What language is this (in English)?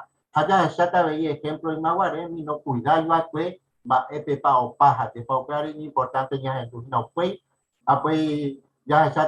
Guarani